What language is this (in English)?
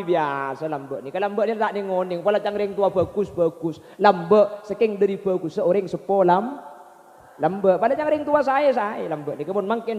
Madurese